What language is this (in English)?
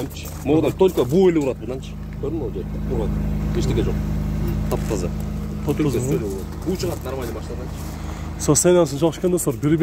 Kyrgyz